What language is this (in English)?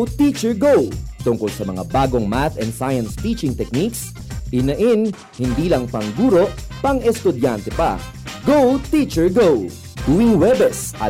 Filipino